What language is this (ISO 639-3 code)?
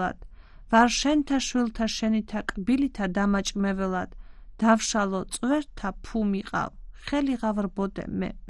kat